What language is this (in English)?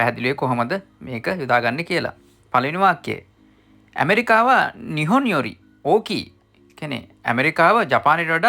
Sinhala